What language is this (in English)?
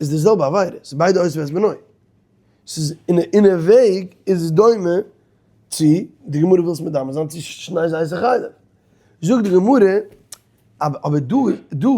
Yiddish